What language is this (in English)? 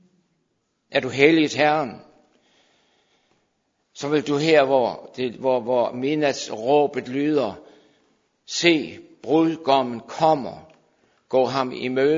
Danish